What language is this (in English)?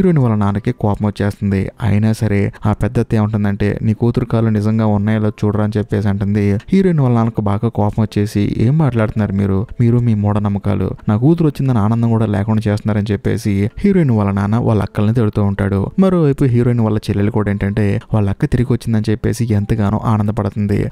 Telugu